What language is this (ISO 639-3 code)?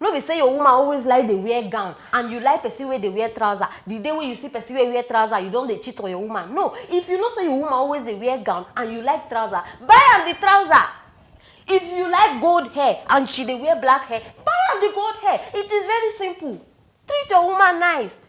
pcm